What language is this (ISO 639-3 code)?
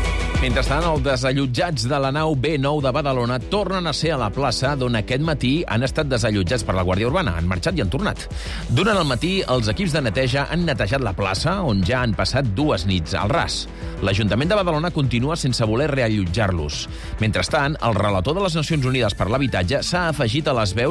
cat